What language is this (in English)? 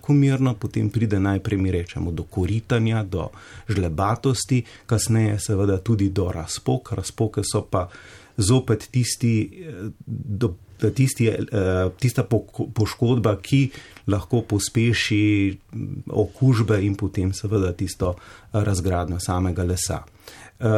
Slovenian